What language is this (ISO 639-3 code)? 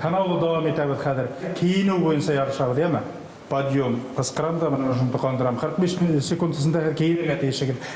bak